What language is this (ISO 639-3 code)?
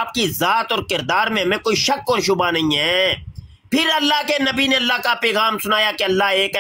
urd